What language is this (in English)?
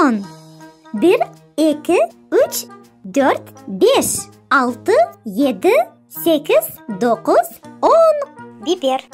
Crimean Tatar